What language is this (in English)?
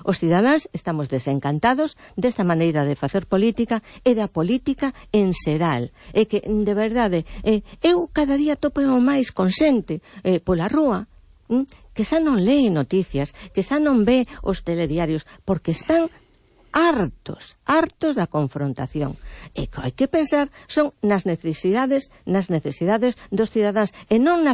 Galician